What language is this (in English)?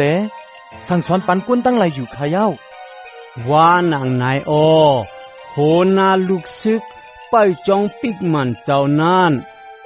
Shan